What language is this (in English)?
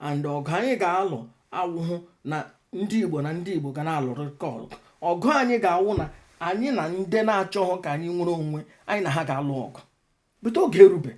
Igbo